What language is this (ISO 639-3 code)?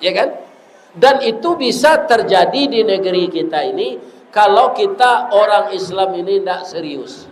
min